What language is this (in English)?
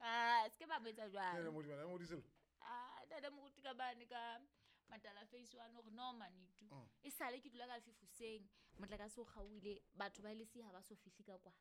Southern Sotho